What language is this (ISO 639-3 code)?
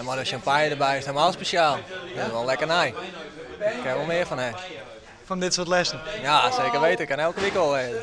fry